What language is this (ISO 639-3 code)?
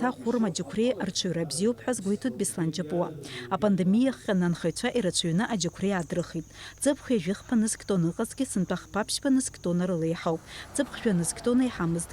abk